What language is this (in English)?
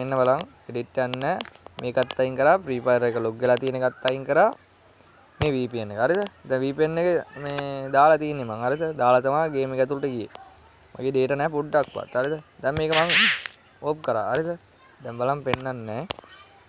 Sinhala